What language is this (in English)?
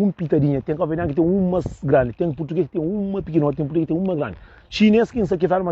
Kabuverdianu